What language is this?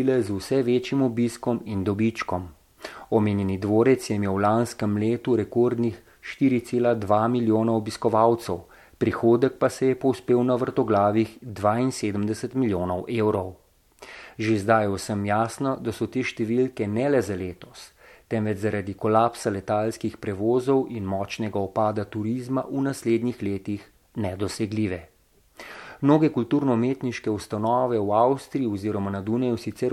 Slovenian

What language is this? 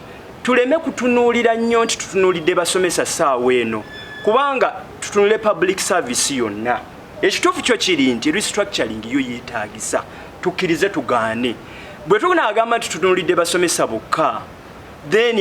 Ganda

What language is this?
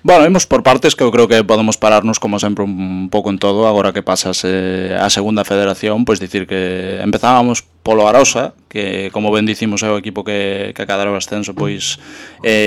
Galician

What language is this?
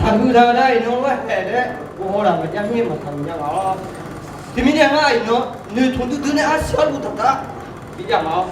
Akha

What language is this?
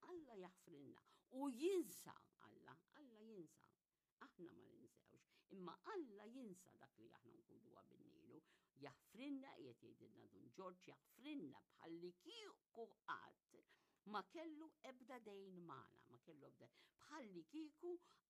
Maltese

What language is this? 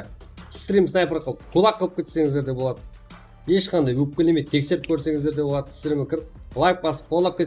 Kara-Kalpak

